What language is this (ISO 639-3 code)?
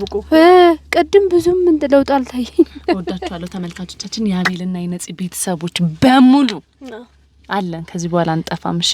amh